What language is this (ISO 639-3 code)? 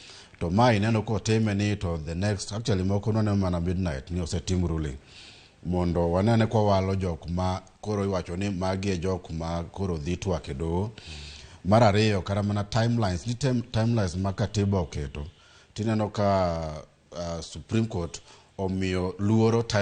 luo